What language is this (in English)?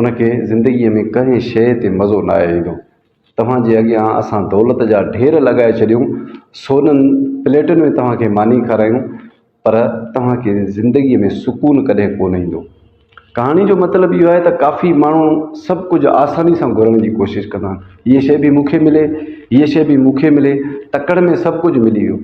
Sindhi